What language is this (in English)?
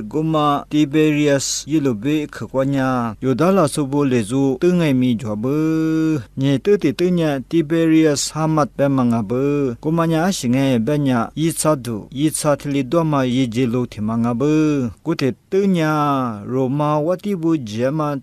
Lisu